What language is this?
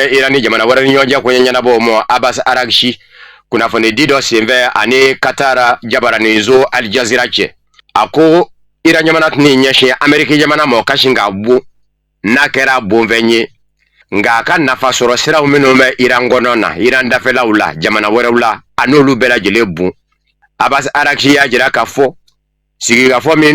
Bambara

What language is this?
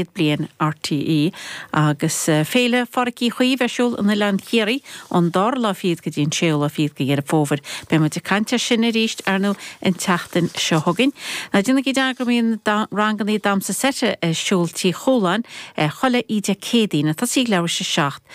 Irish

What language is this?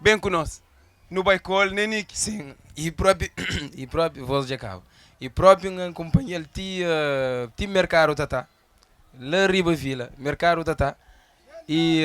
Kabuverdianu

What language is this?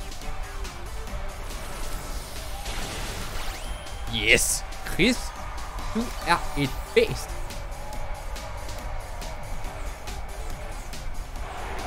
Danish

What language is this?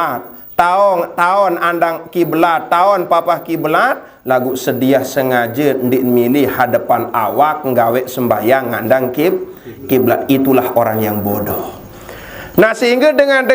Sasak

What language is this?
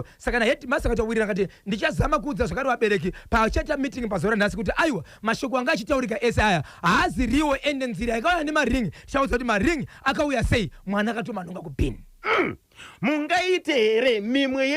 Shona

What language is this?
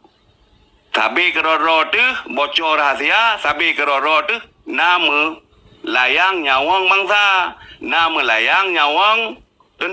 Achinese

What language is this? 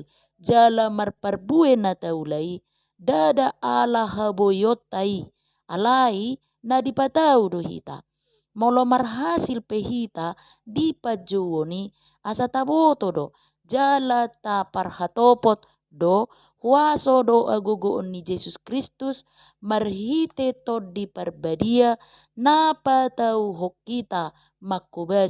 Batak Toba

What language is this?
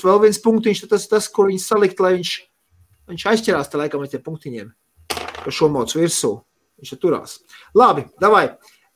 Latvian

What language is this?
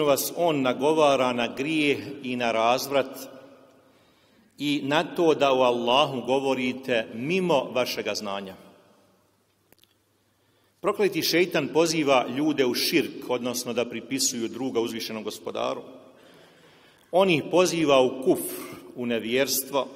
Bosnian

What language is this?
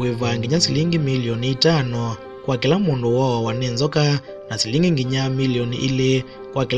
Kamba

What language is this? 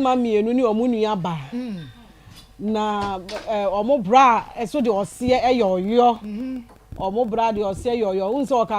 Akan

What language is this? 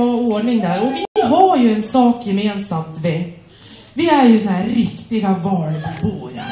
Swedish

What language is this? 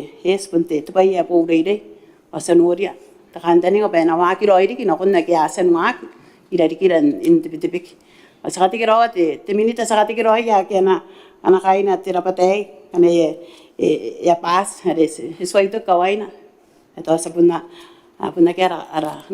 Gilbertese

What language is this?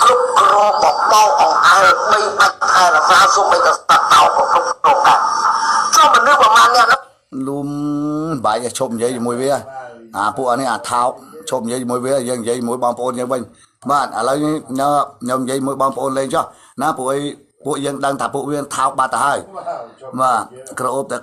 Khmer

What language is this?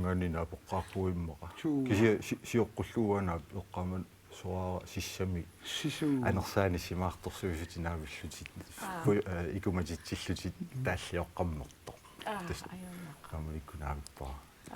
Kalaallisut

